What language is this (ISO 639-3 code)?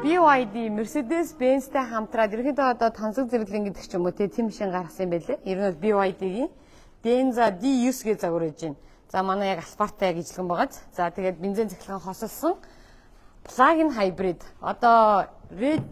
mon